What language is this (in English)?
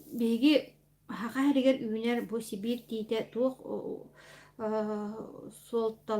Yakut